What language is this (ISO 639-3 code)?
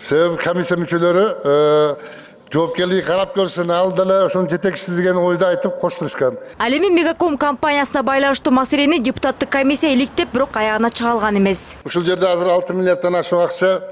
kir